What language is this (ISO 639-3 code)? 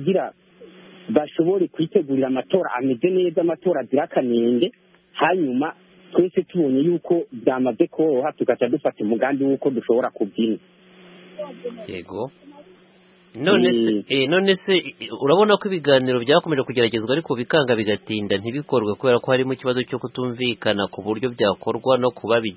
kin